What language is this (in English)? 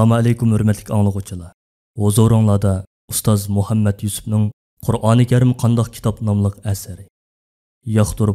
Uyghur